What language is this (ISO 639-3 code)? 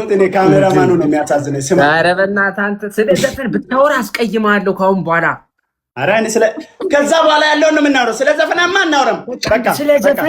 amh